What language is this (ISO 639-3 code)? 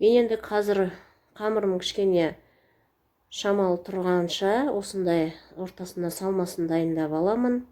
kaz